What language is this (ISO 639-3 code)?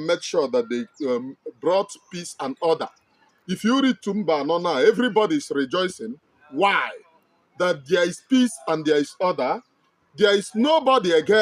ibo